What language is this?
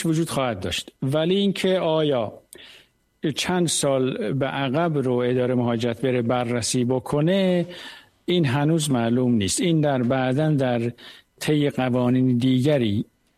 Persian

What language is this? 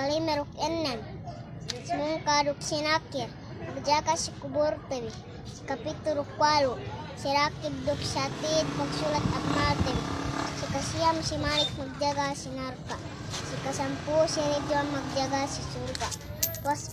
Yakan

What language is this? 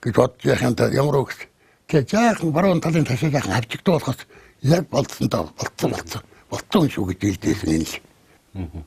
Mongolian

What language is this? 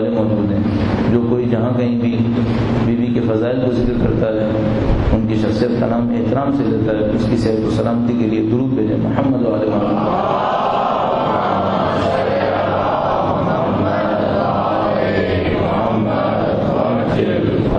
Urdu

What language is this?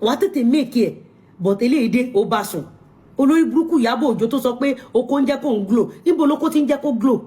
Yoruba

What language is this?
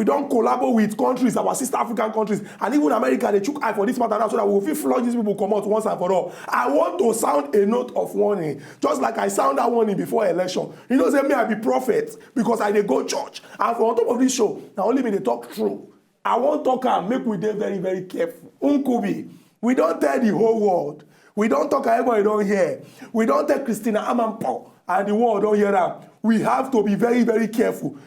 Nigerian Pidgin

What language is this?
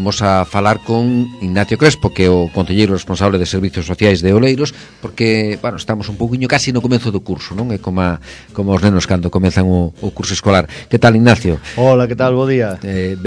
Galician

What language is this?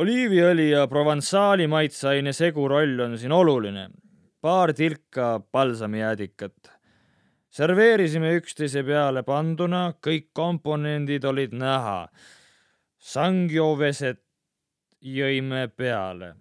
Estonian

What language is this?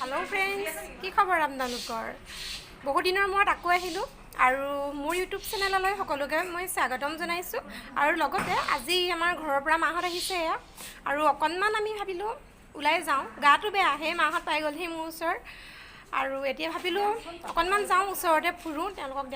Assamese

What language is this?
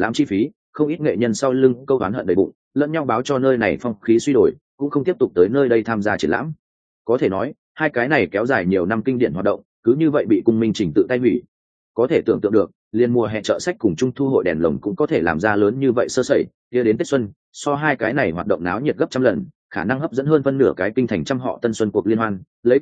Vietnamese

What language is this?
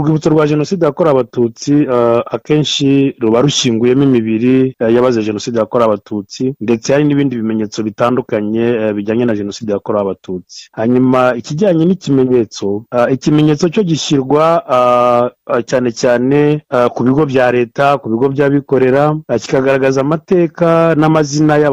Kinyarwanda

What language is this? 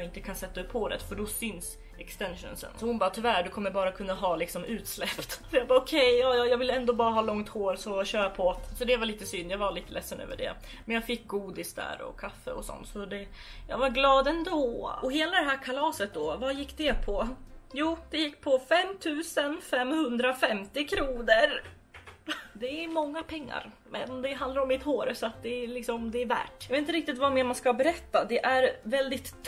Swedish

